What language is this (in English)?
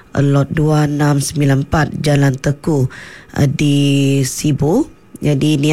Iban